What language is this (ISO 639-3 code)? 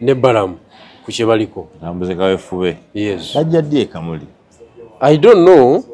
lug